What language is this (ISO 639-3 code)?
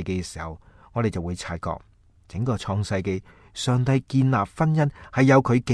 yue